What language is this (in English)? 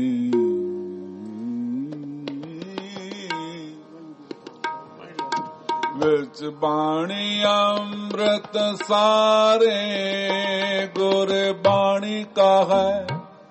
Punjabi